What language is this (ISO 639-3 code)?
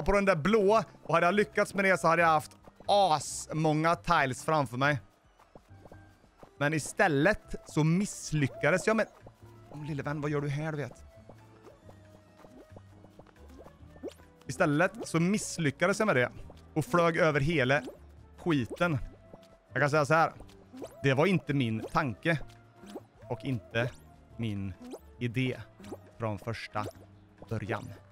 swe